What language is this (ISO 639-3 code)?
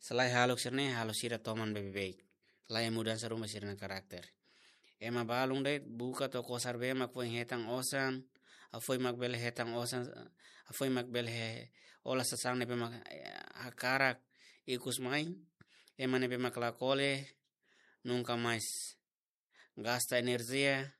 tet